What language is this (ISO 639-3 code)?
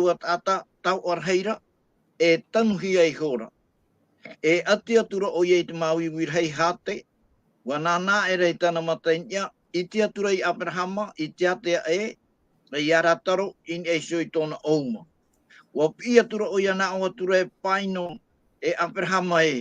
tah